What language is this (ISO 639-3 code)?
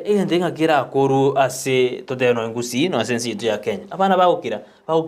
guz